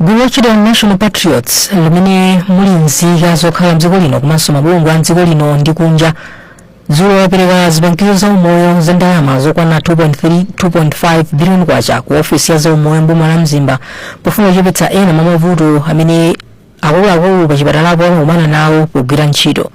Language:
Nyanja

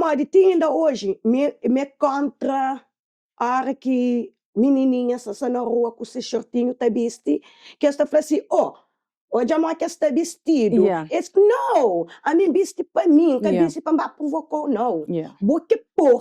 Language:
Kabuverdianu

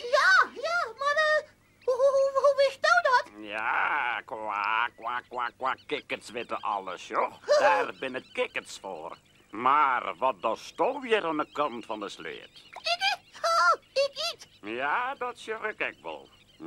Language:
Western Frisian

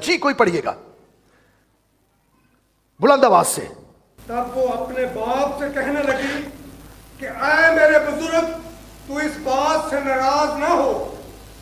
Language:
Urdu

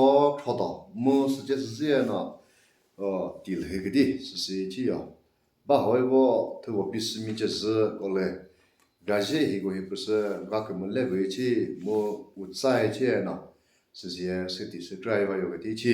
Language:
Chokri Naga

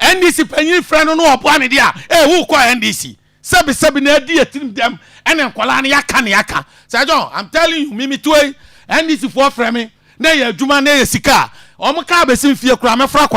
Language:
Akan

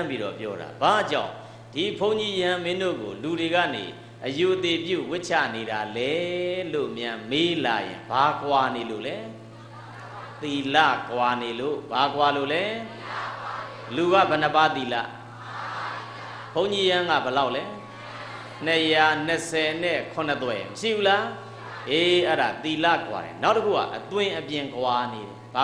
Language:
Burmese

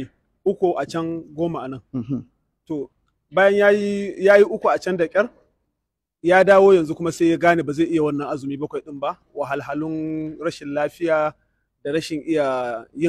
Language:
Hausa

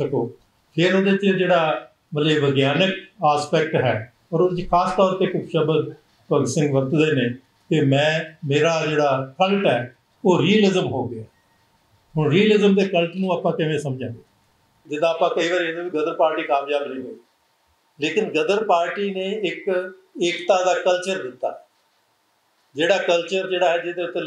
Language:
Punjabi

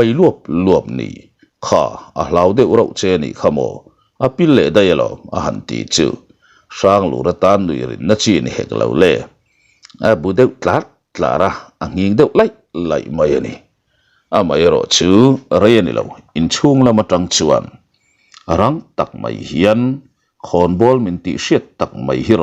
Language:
Mizo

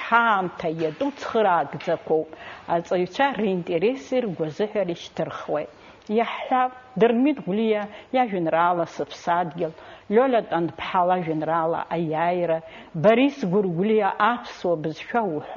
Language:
Abkhazian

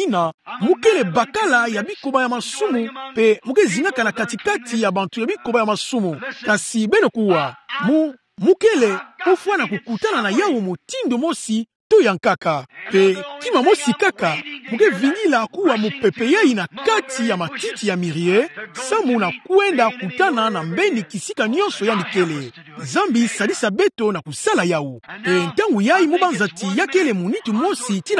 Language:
Kituba (Democratic Republic of Congo)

